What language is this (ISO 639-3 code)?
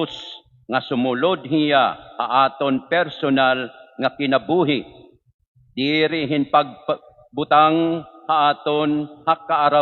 war